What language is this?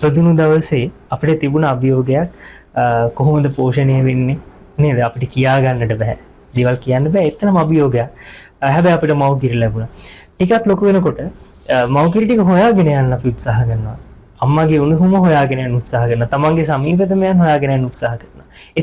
Sinhala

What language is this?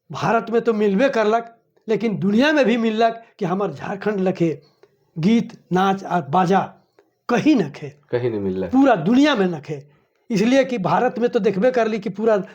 Sadri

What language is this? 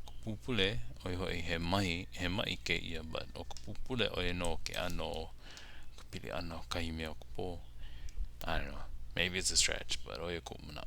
Hawaiian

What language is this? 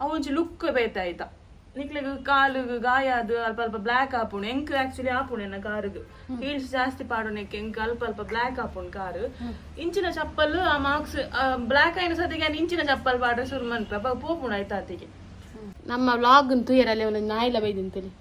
Tulu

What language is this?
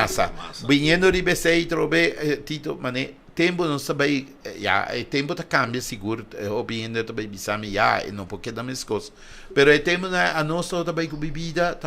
Papiamento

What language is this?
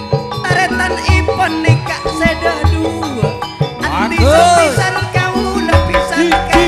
Madurese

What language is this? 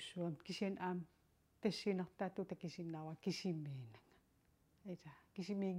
Kalaallisut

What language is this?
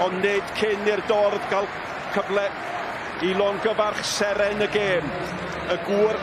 Welsh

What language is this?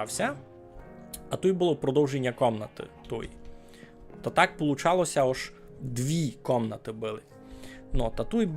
Rusyn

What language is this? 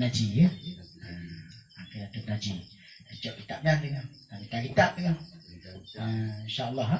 Achinese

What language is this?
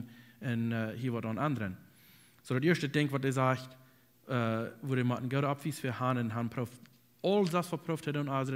Plautdietsch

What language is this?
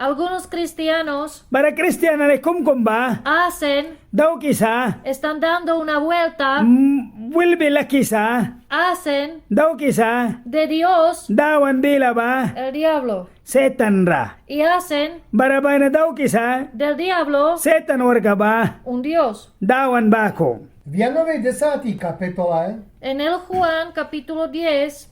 Mískito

